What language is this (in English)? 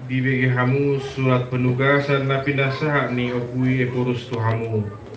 Batak Toba